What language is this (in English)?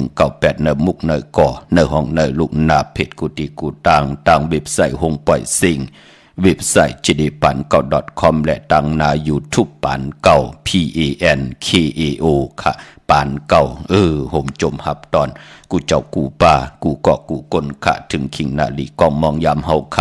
Shan